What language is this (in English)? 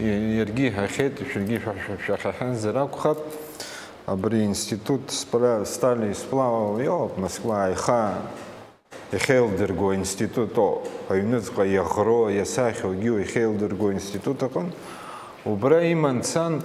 Abkhazian